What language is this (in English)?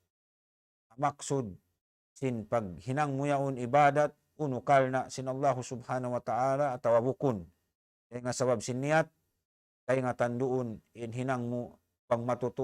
Tausug